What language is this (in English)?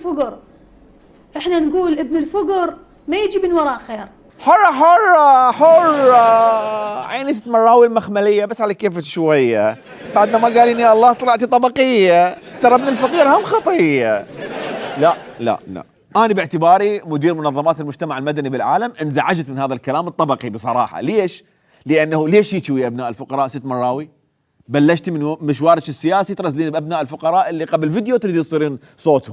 Mesopotamian Arabic